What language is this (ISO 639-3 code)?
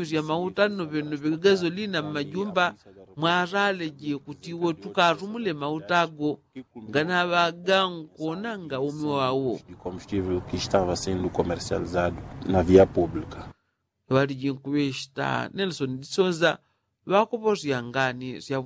yao